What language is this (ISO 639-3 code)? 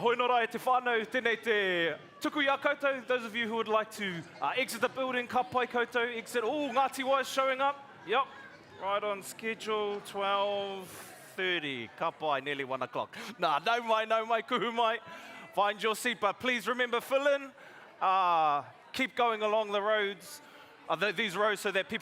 mri